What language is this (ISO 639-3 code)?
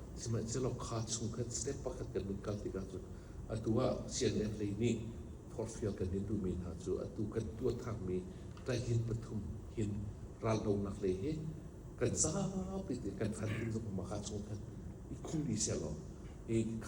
cnh